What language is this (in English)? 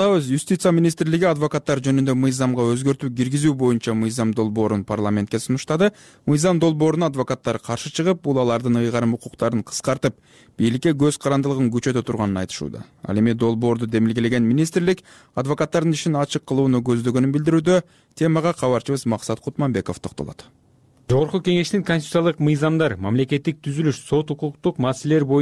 Kyrgyz